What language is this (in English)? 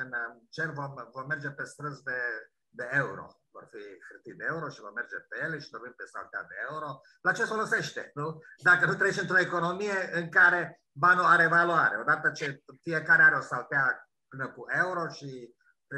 Romanian